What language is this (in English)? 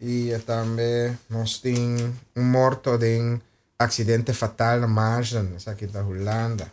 Papiamento